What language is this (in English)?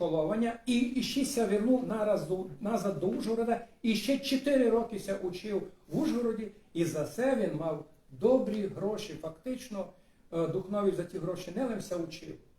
Rusyn